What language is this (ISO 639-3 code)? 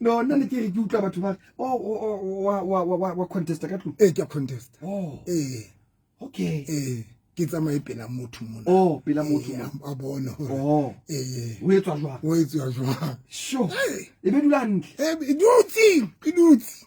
sot